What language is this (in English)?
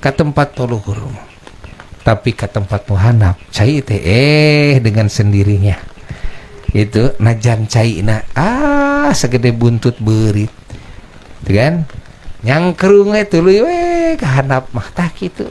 Sundanese